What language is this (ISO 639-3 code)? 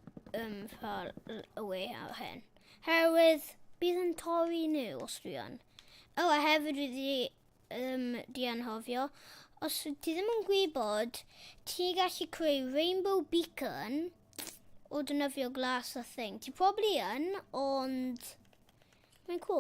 cym